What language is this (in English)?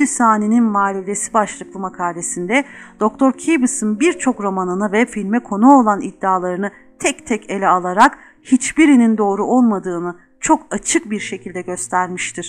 Turkish